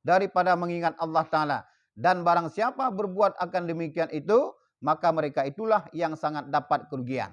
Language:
Achinese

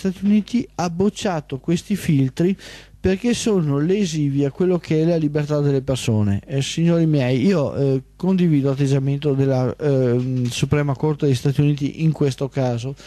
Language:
Italian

